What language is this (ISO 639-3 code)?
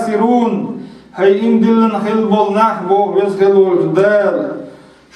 che